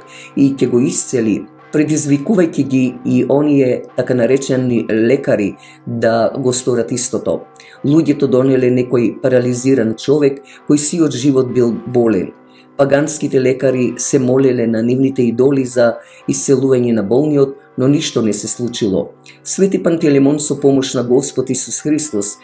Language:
Macedonian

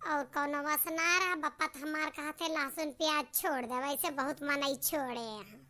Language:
Awadhi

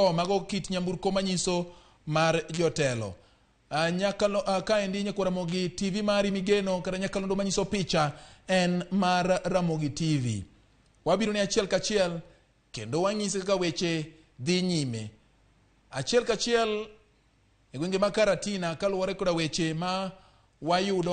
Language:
Luo (Kenya and Tanzania)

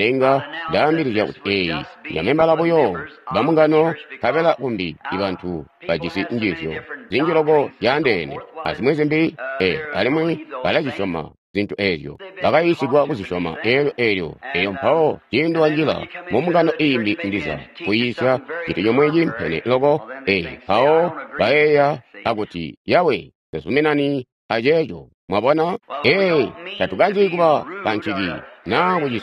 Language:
Tonga (Zambia)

